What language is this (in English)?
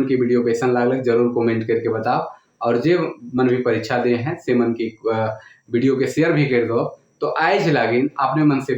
Sadri